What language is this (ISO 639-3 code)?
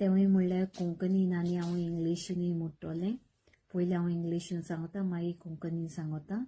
kok